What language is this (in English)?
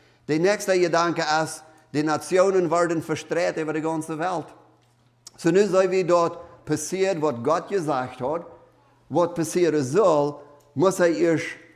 Plautdietsch